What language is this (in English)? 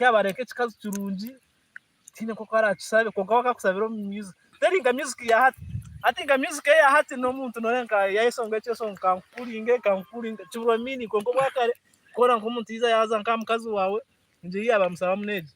Nyankole